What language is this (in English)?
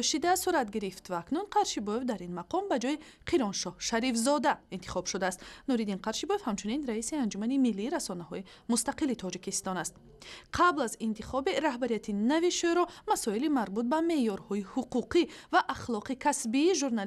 Tajik